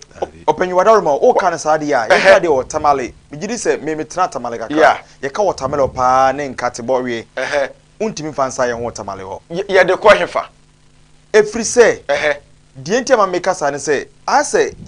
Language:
Akan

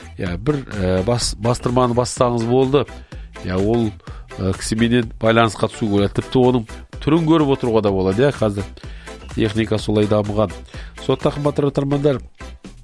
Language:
Kazakh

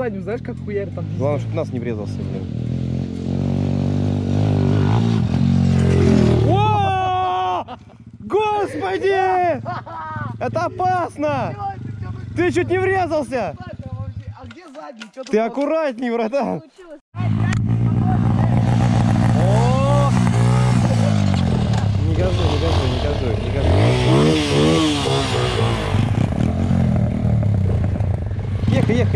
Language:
Russian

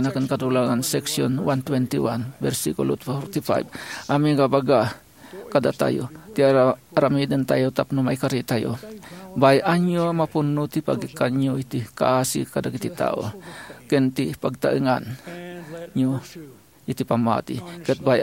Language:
Iloko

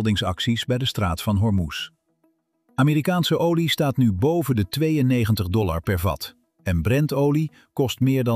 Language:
Dutch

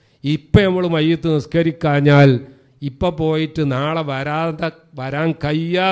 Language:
Malayalam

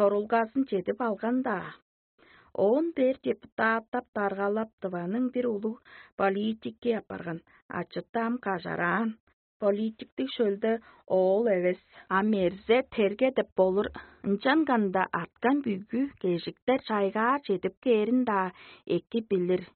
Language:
Tuvinian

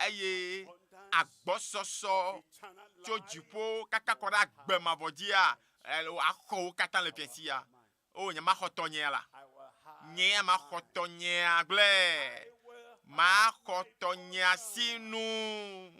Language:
Ewe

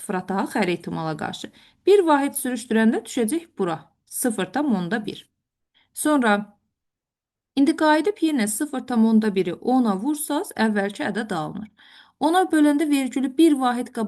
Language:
Azerbaijani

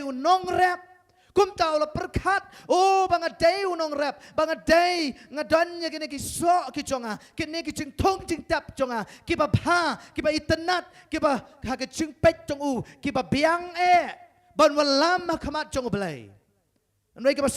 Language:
Khasi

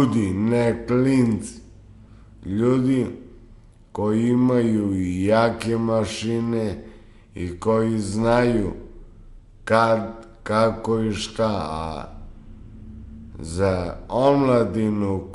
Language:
Serbian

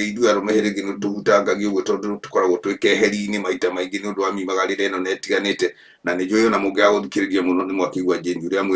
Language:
Kikuyu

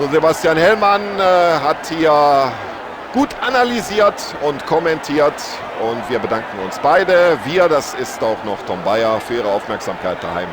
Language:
Bavarian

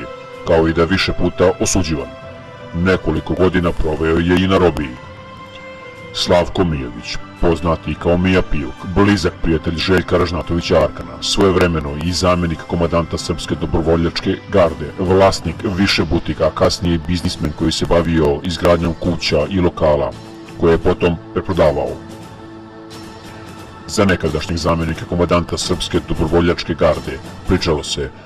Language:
Serbian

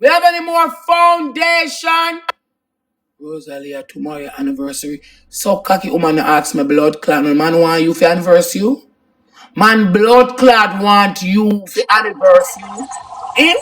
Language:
Jamaican Creole English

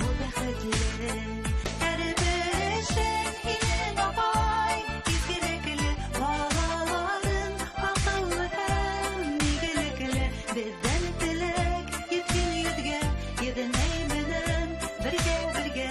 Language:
Bashkir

